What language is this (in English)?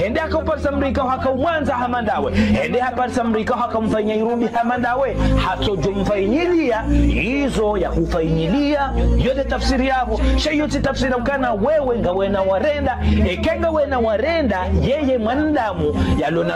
Swahili